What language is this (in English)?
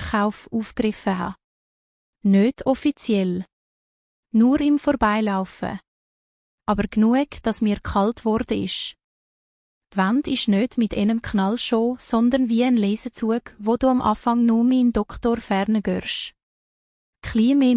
Swiss German